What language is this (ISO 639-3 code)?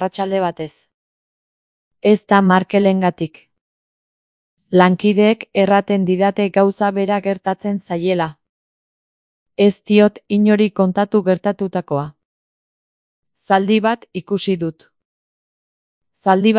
eus